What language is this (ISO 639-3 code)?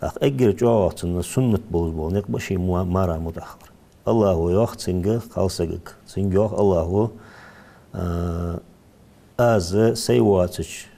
inh